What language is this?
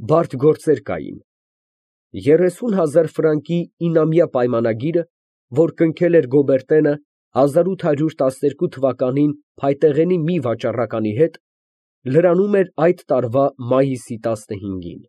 Armenian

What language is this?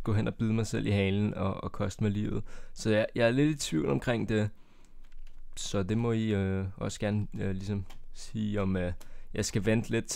Danish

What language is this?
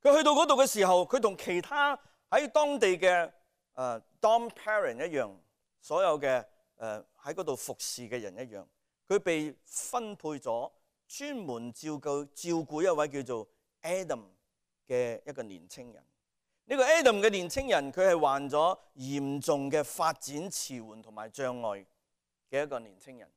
Cantonese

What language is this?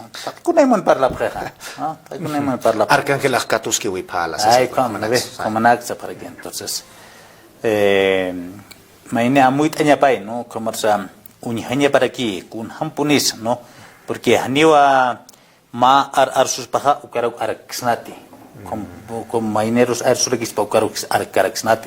Aymara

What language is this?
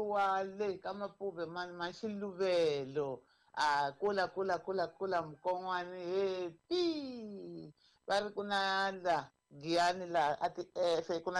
Tsonga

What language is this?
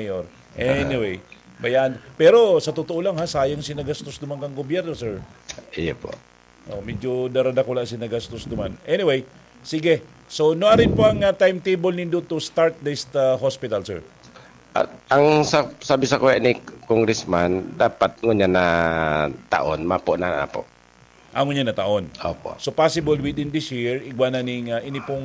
Bikol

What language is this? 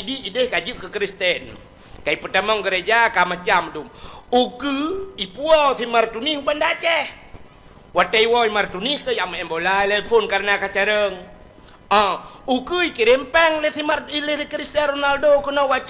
Achinese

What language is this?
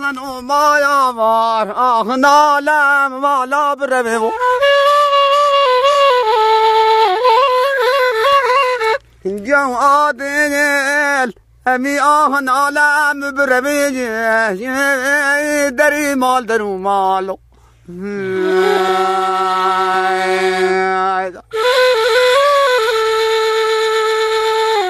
Persian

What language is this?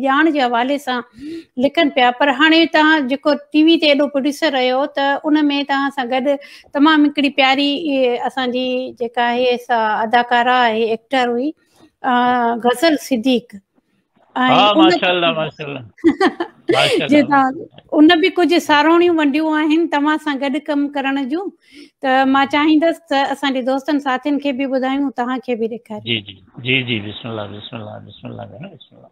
Sindhi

